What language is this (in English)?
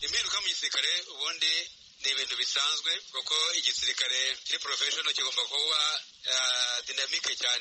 Kinyarwanda